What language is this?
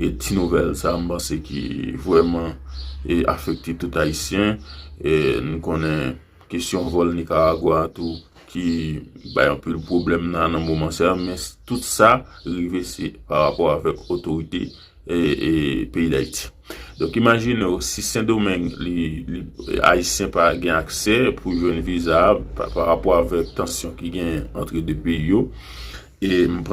Haitian Creole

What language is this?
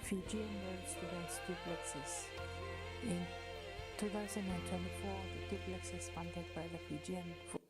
Gilbertese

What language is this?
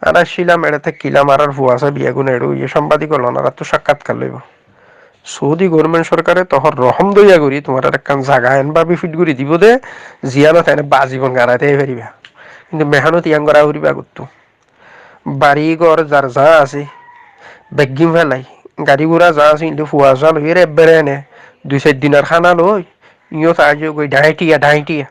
Rohingya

